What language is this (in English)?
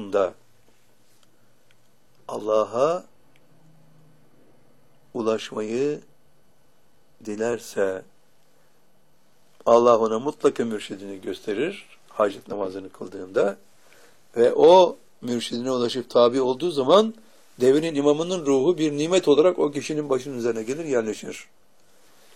Turkish